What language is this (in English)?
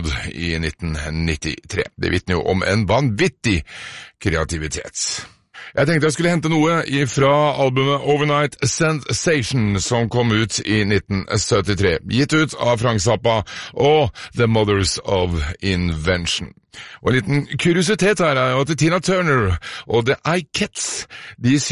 Norwegian